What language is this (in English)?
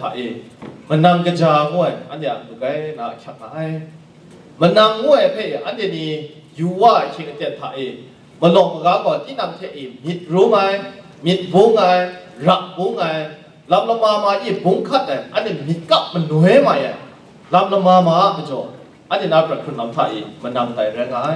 Kachin